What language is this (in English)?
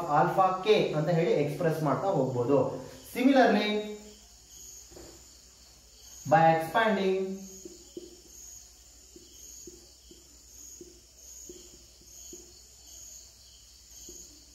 Kannada